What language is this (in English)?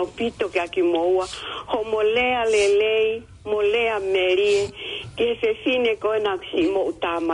Tongan